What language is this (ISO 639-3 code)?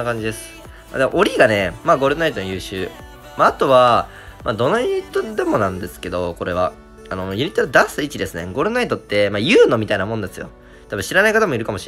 jpn